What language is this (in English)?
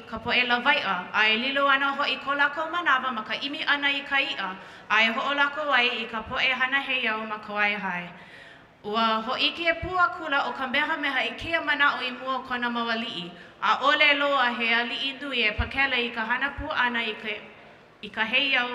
Hawaiian